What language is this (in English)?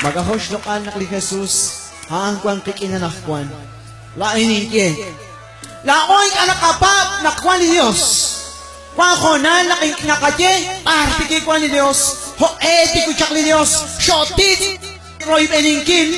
Kekchí